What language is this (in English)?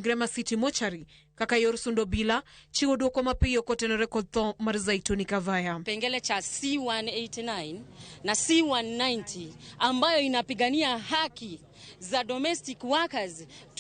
Luo (Kenya and Tanzania)